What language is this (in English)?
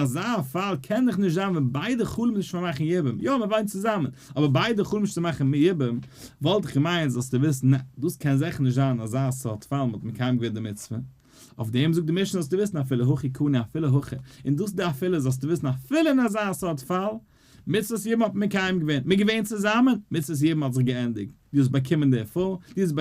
Yiddish